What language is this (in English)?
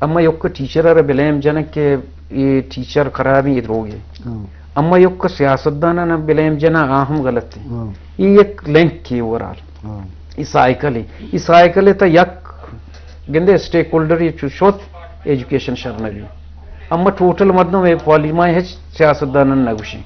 Eastern Balochi